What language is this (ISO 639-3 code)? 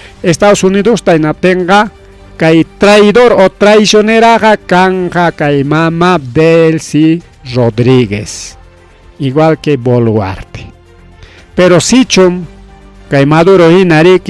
quy